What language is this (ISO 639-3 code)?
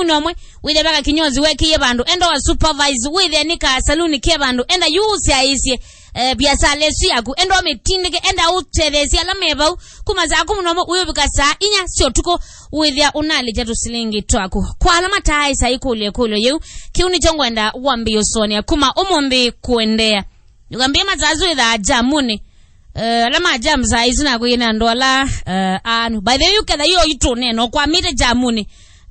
kam